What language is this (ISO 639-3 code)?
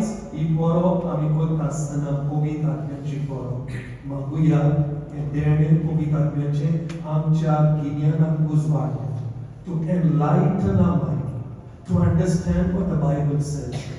kok